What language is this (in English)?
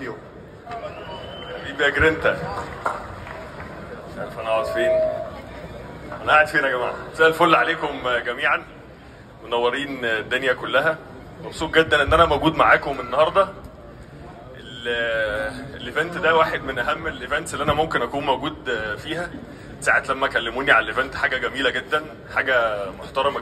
Egyptian Arabic